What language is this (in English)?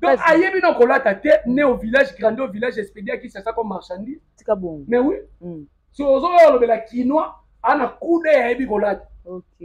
Lingala